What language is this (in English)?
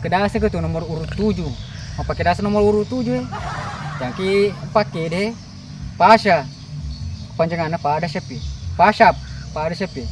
Buginese